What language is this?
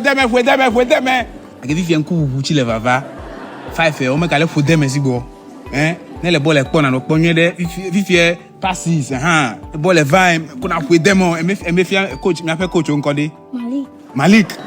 Ewe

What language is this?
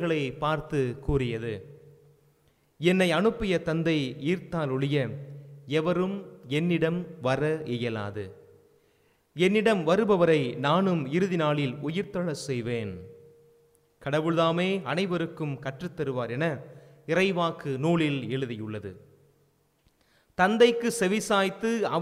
Tamil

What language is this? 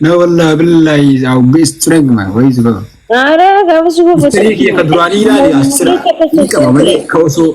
Oromo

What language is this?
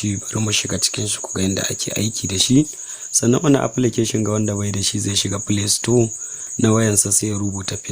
Hausa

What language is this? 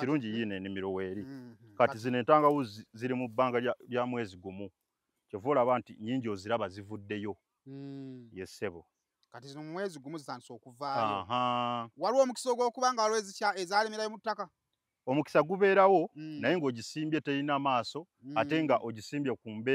Ganda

